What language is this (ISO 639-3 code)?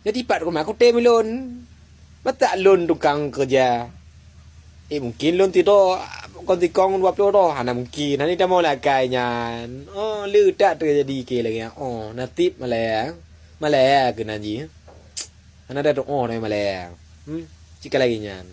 ace